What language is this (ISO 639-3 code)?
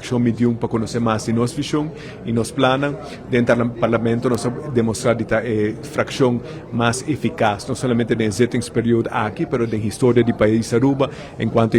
pap